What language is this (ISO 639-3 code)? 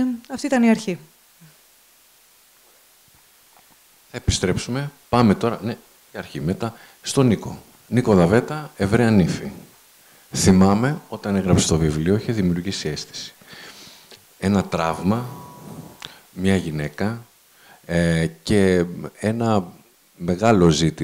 ell